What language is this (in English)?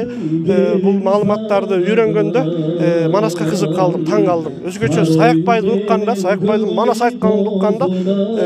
Kyrgyz